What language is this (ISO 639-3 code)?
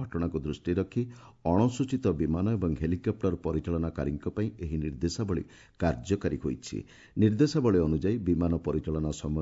ori